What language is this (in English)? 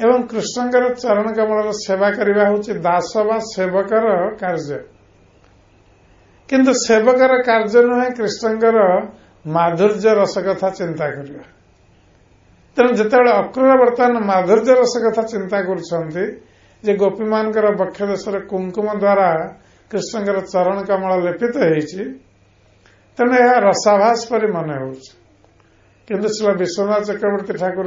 Odia